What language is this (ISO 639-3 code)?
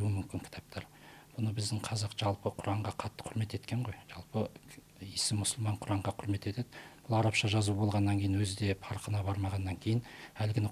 kaz